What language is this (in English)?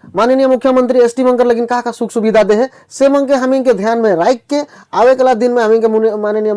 Sadri